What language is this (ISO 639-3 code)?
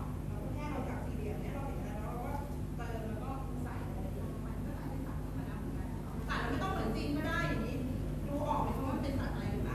tha